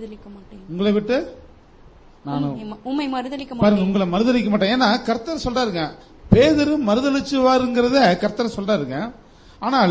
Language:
Tamil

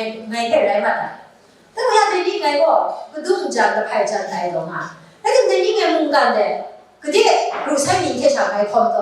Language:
Kachin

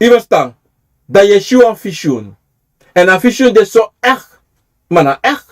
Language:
Sranan Tongo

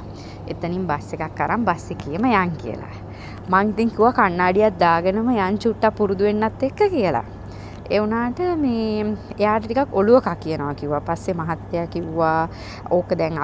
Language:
Sinhala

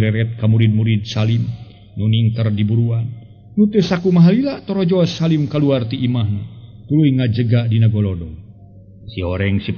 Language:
Sundanese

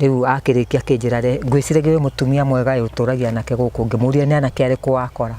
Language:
Kikuyu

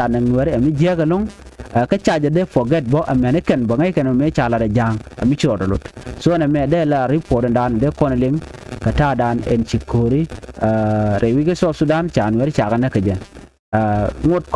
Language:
Nuer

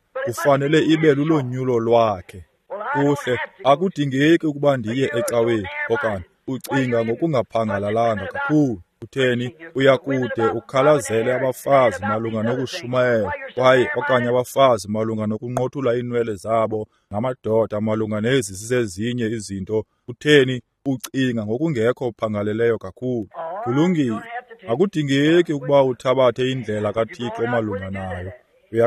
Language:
Xhosa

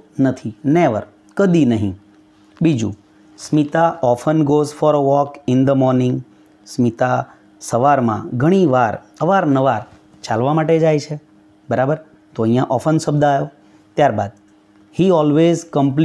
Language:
Gujarati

